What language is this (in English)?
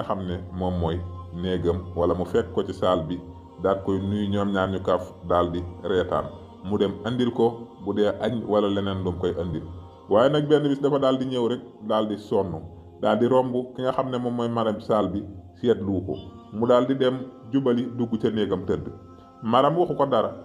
Wolof